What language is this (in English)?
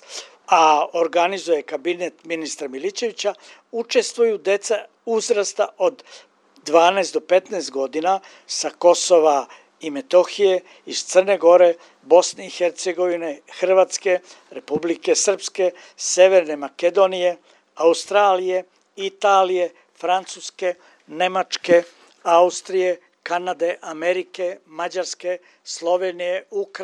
Serbian